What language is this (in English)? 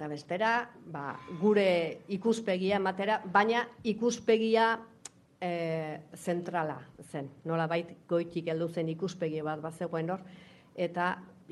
Basque